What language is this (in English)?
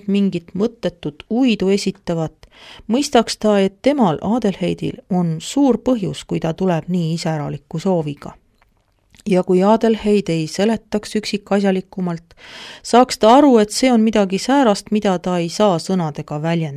Estonian